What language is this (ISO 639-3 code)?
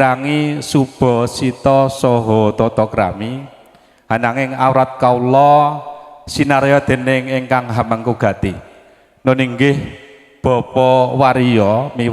jav